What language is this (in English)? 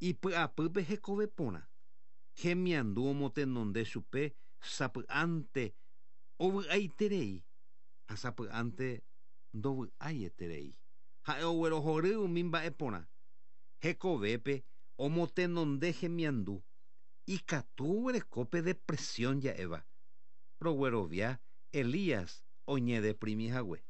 Guarani